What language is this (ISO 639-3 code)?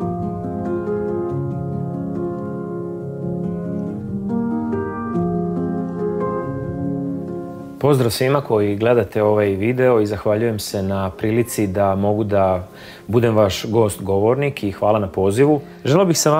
srp